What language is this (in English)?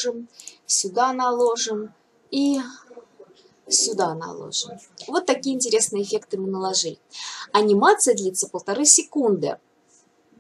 Russian